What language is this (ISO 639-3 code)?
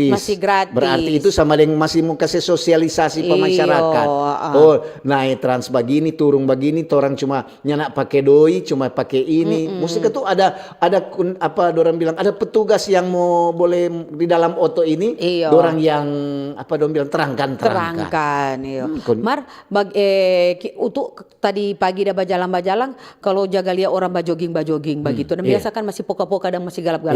xmm